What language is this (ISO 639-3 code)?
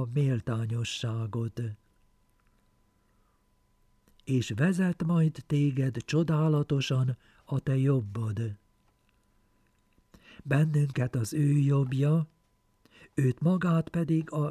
hun